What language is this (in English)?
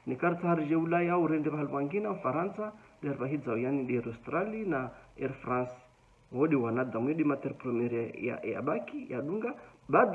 Ngazidja Comorian